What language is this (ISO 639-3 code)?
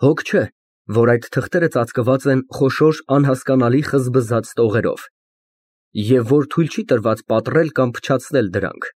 hye